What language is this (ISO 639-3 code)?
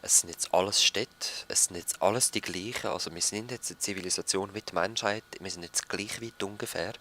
gsw